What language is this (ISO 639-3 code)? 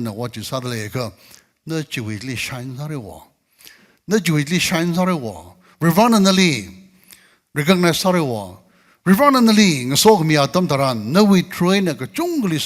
nmf